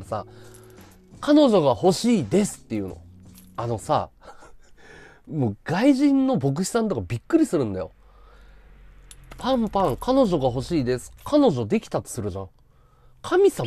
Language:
Japanese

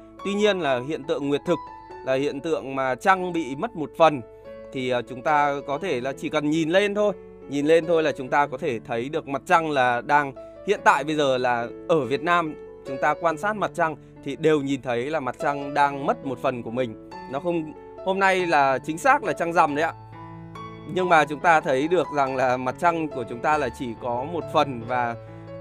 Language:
Vietnamese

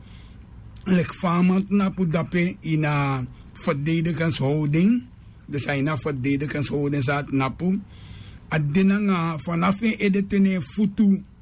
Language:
Sranan Tongo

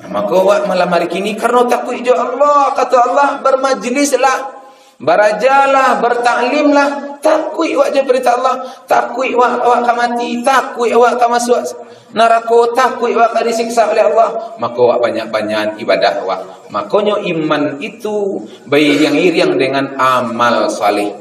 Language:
Minangkabau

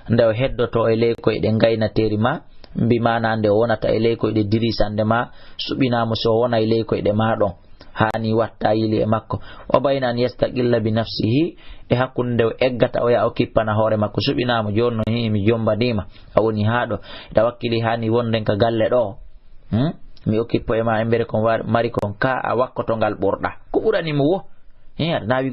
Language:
Fula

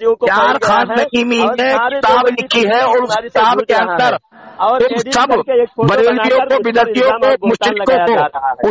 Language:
Urdu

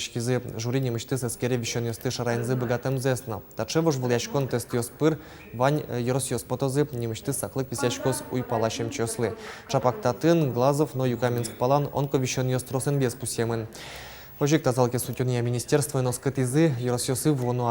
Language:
Udmurt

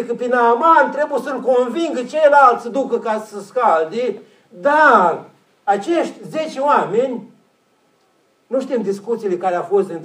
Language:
Romanian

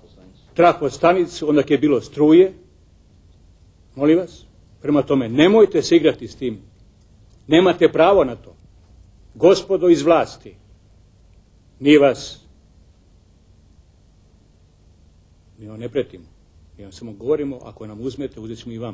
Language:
Croatian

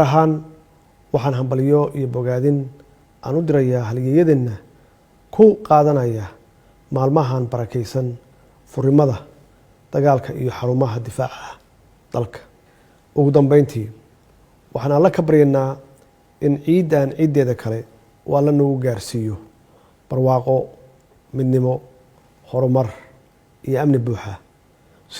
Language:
Somali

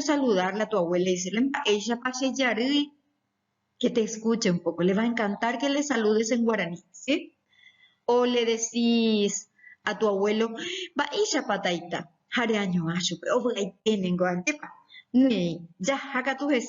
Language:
Guarani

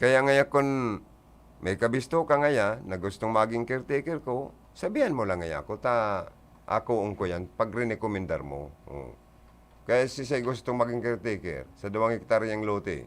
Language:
Bikol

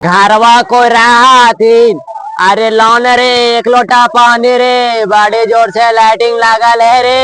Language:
Magahi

